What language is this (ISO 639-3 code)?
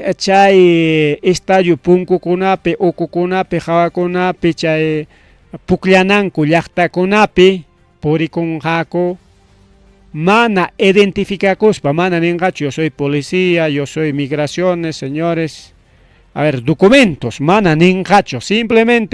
quy